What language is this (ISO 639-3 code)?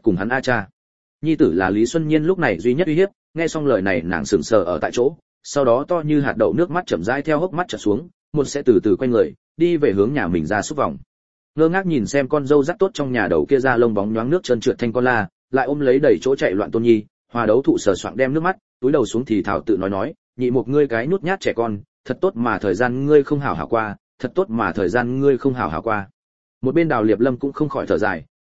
vie